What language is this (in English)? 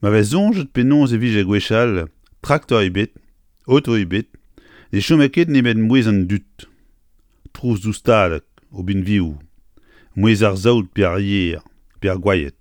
Breton